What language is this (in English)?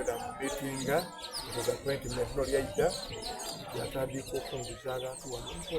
Soga